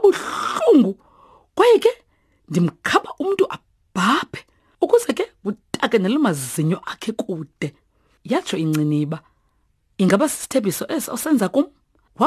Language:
Xhosa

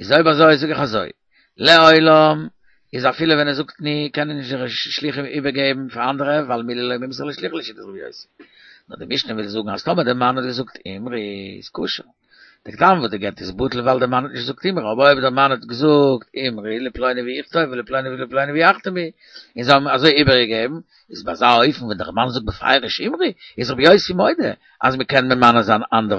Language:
Yiddish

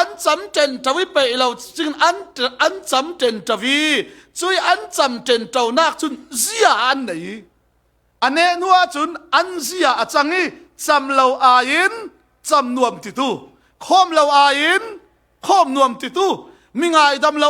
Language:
Falam Chin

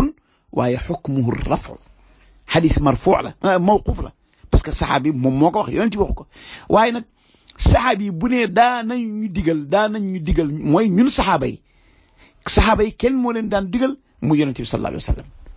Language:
Wolof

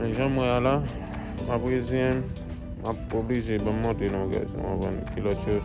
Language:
Haitian Creole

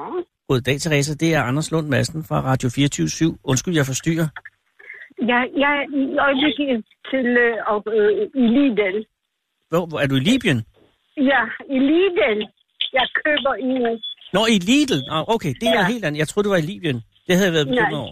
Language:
Danish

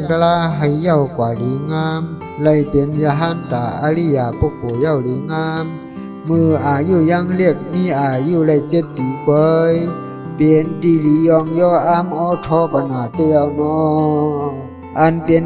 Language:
Shan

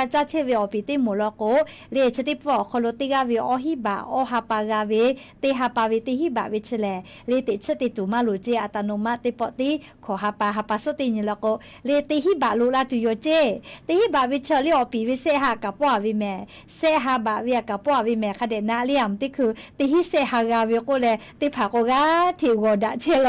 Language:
Lahu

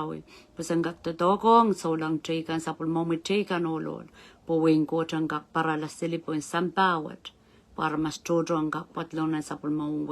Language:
Pohnpeian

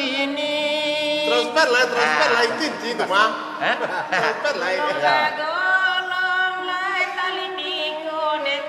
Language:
Minangkabau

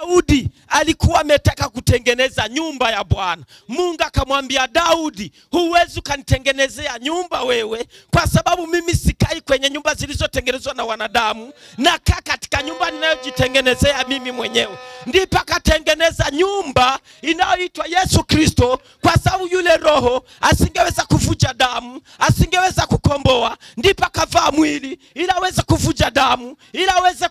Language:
Swahili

